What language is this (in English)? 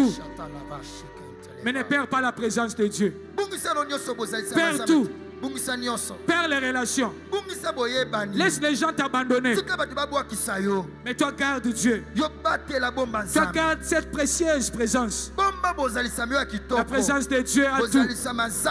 French